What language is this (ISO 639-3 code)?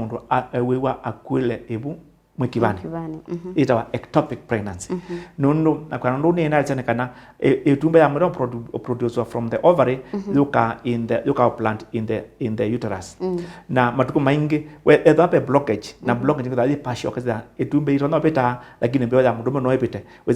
kam